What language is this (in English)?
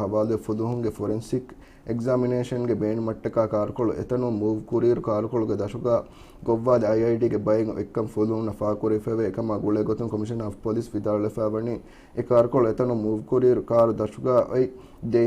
Divehi